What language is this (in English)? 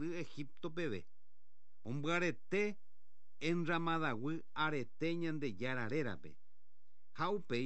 Guarani